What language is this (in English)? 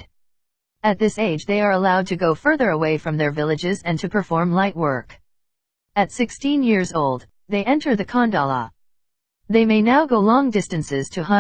English